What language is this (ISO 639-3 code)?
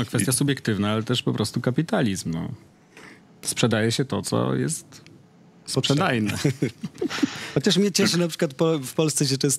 pol